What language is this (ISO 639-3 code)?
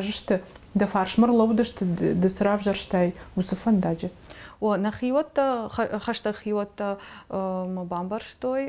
oss